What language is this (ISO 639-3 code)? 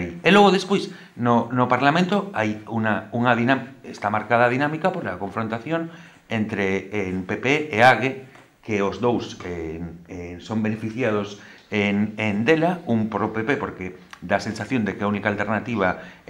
glg